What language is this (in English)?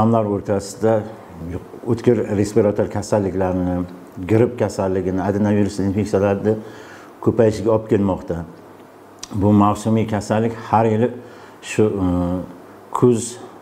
Uzbek